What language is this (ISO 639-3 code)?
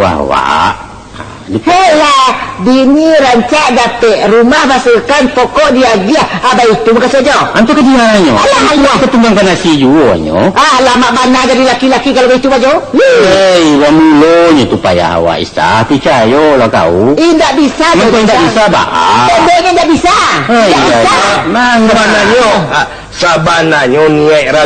min